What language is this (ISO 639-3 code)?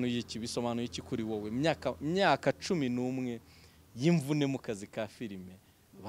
kin